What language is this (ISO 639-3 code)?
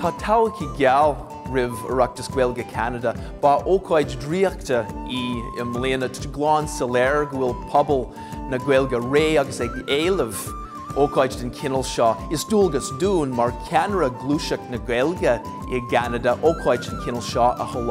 gle